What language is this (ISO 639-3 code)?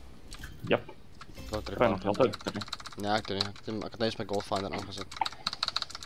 afr